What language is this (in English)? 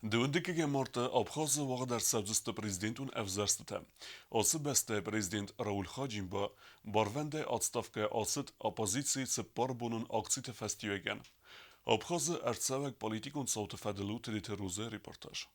Ossetic